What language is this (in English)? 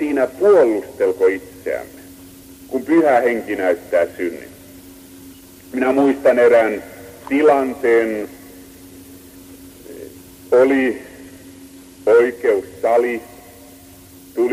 Finnish